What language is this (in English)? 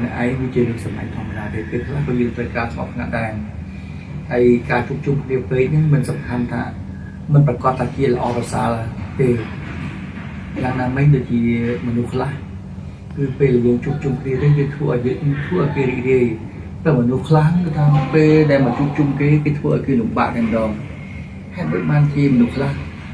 Khmer